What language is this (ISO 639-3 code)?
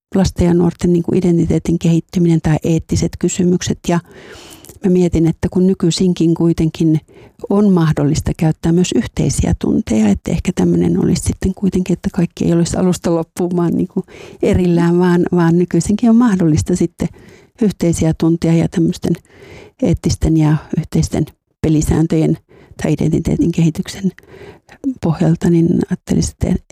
fin